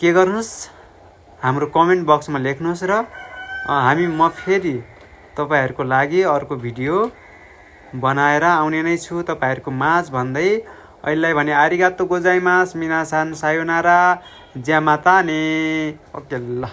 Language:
Nepali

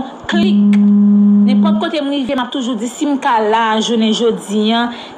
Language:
Haitian Creole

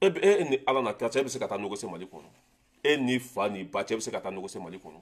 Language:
Bambara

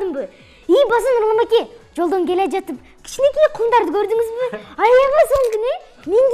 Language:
Kyrgyz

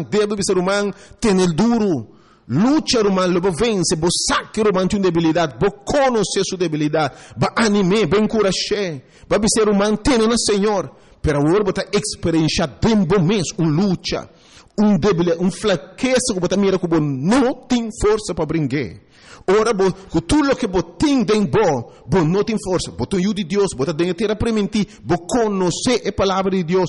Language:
Papiamento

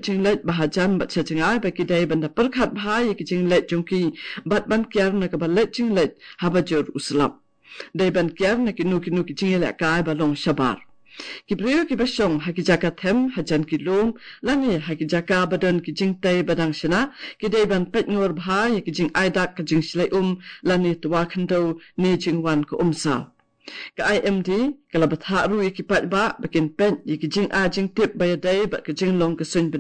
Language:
Khasi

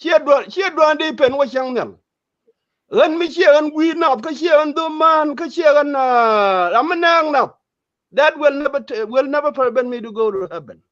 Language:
Nuer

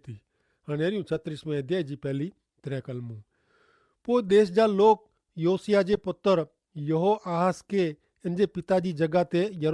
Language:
Kachhi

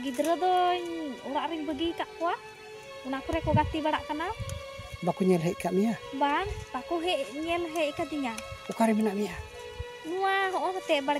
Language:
Santali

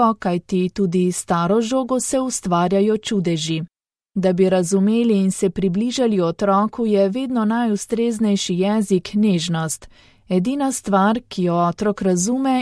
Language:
Slovenian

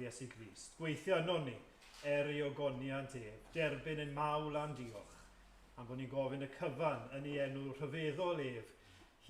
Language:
Welsh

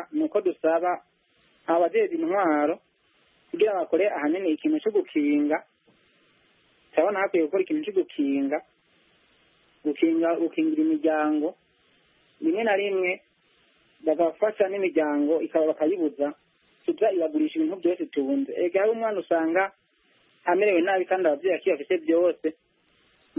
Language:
Kinyarwanda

